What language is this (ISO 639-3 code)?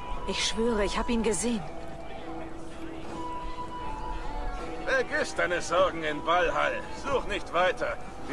deu